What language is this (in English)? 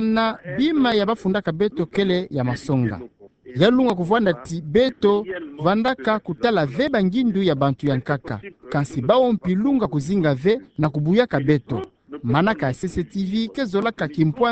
Kituba (Democratic Republic of Congo)